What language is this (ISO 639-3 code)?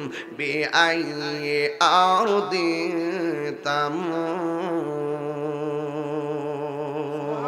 ben